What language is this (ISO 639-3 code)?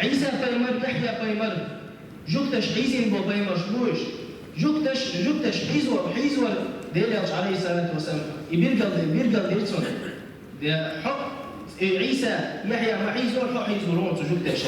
che